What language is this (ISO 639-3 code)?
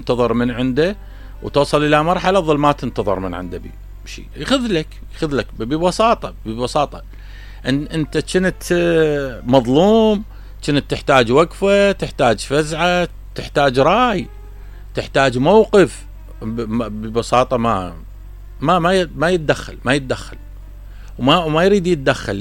acm